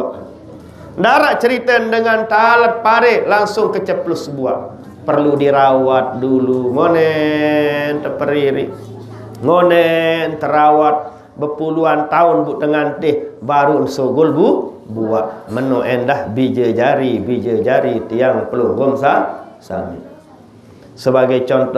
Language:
Sasak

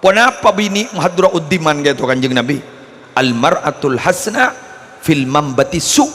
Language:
Madurese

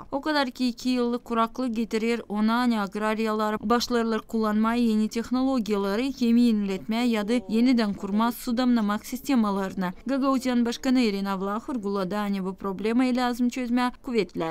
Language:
Gagauz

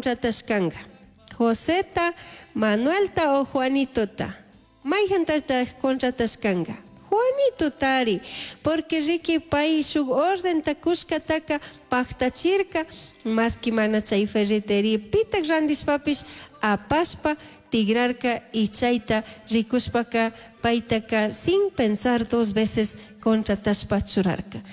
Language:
Chimborazo Highland Quichua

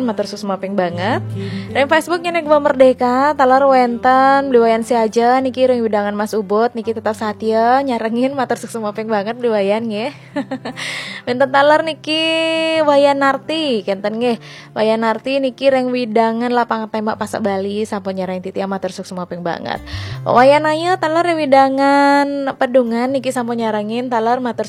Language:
Balinese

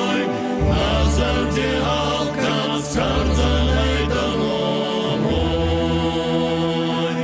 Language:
Ossetic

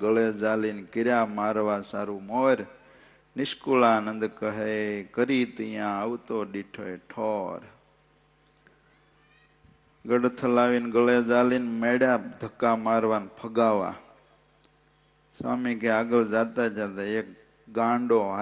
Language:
Gujarati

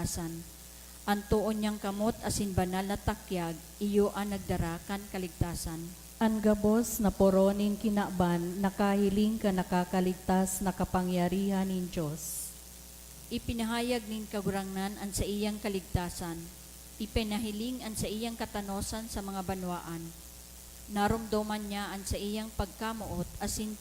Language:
Bikol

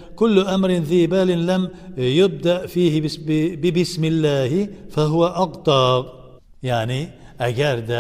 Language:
Tatar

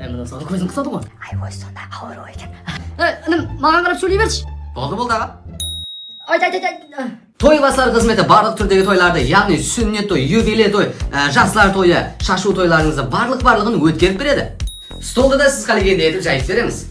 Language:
Kara-Kalpak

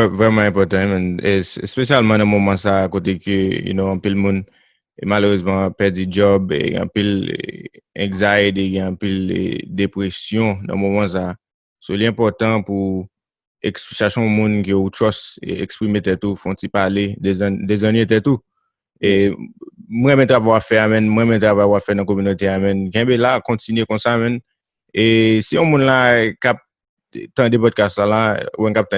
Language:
Haitian Creole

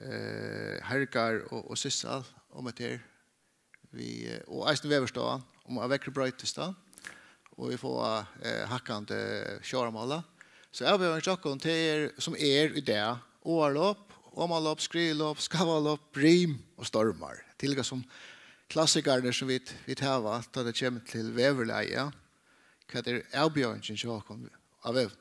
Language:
Faroese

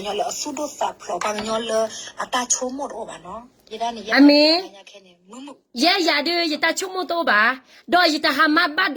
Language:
S'gaw Karen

